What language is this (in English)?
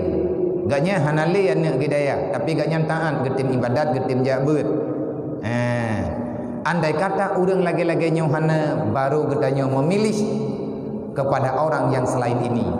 Achinese